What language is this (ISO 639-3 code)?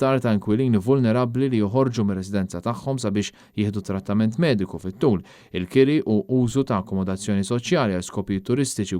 mlt